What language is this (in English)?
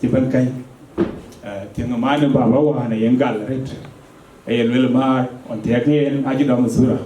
Dinka